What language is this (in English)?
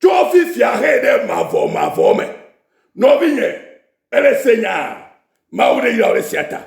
Ewe